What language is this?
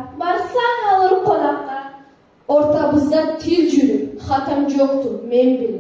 Karachay-Balkar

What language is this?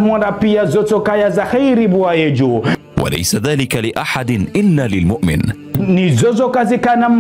Ngazidja Comorian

